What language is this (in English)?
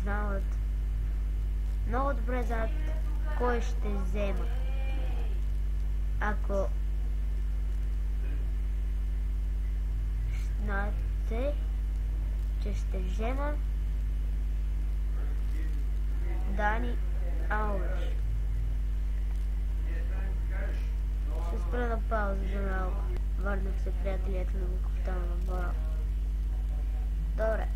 Bulgarian